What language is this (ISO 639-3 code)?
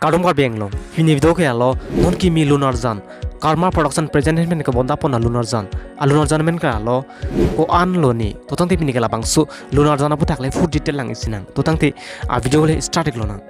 mjw